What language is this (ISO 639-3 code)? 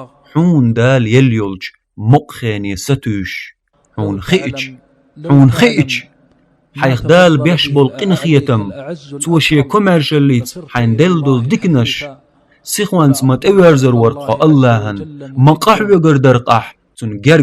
che